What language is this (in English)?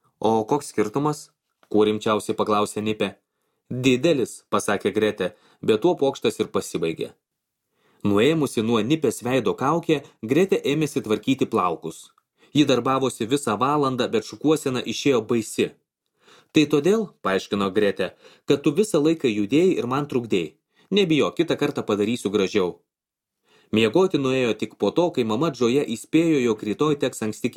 Lithuanian